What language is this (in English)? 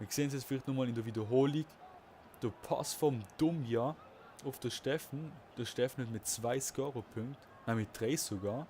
Swiss German